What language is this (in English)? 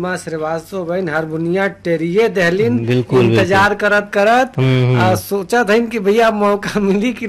Bhojpuri